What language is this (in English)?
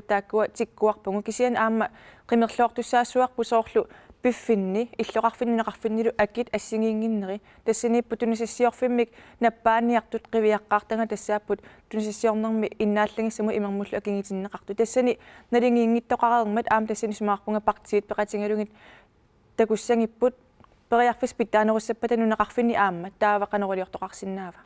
Kalaallisut